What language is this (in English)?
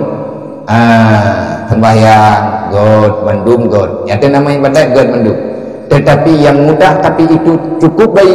Achinese